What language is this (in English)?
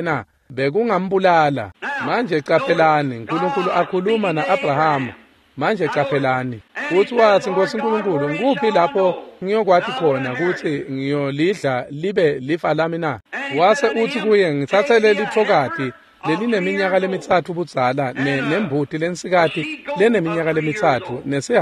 Swati